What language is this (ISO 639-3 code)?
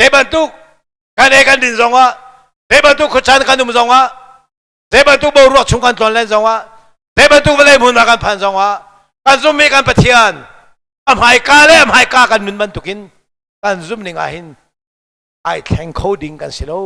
cnh